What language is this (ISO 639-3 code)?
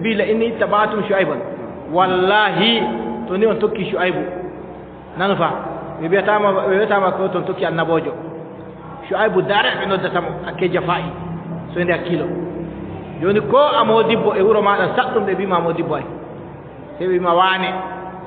fub